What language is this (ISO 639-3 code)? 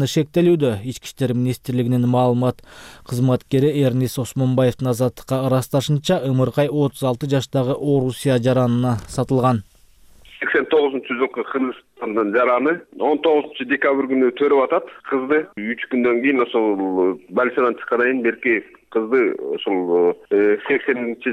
kir